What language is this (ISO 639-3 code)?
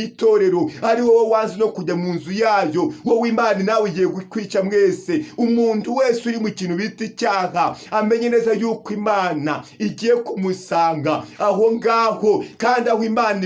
kin